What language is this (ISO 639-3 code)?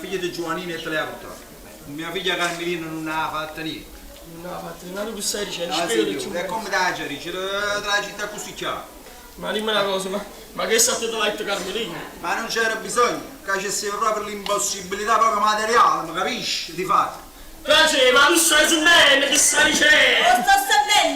nap